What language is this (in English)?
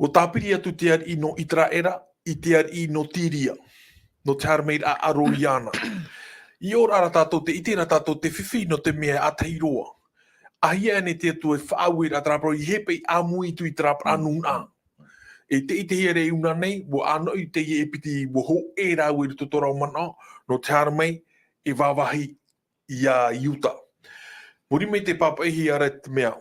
Tahitian